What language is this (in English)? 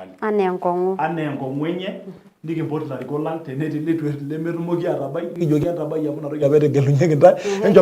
Masai